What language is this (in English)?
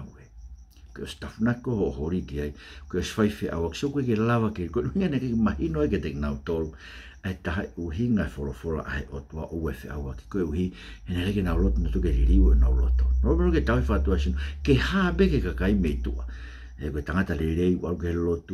Tongan